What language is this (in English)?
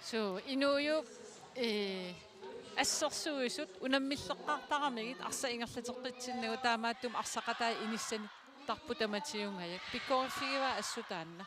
Kalaallisut